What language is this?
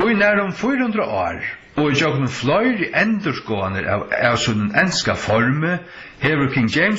Faroese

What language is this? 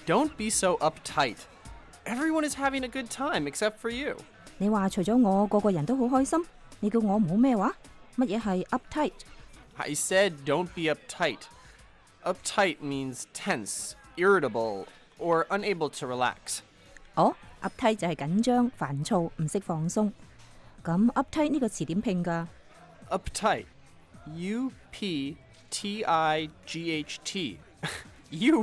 Cantonese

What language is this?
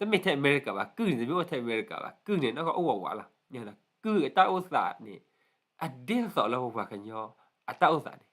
S'gaw Karen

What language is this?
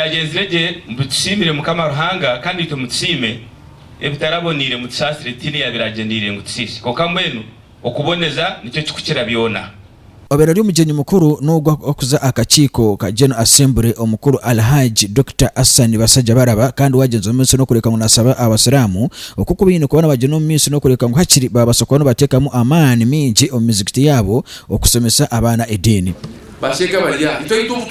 Nyankole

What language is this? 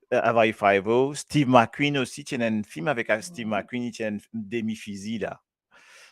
Morisyen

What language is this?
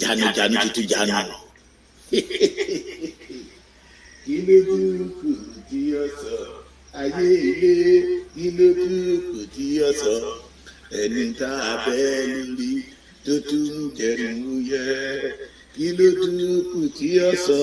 Yoruba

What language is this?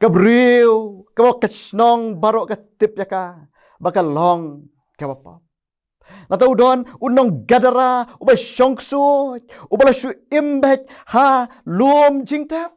Khasi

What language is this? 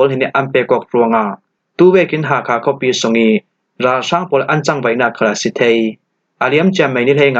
Falam Chin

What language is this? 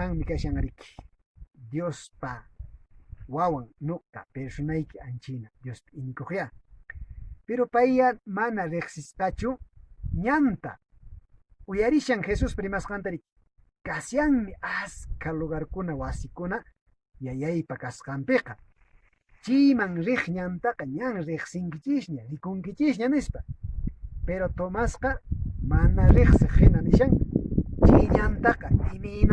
Quechua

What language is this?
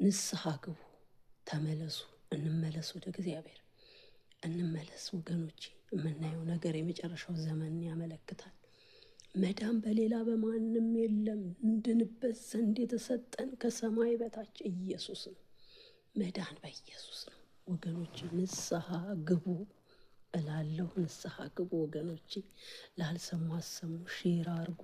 Amharic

